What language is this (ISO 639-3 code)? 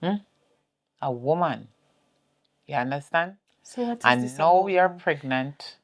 jam